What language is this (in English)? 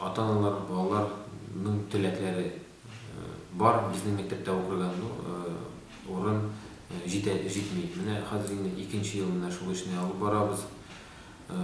Tatar